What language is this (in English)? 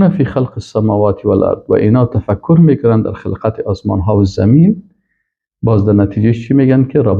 Persian